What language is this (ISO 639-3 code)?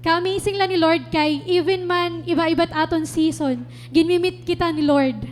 war